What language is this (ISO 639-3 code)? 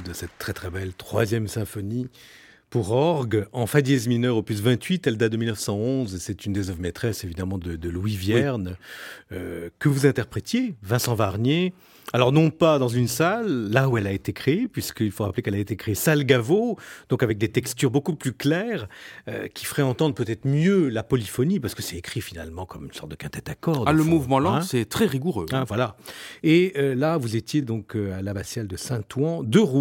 fra